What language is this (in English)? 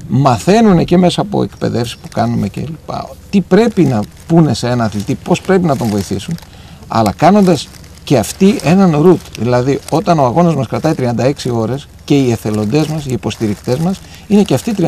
Greek